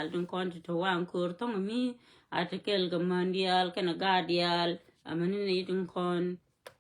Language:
Nuer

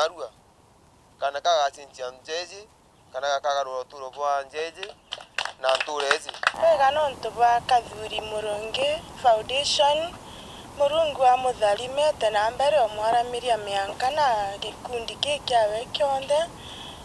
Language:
Meru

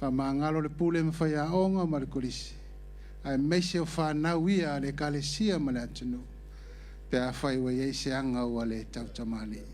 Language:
Samoan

